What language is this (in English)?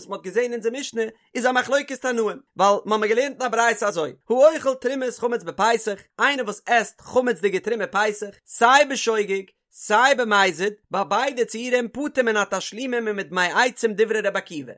Yiddish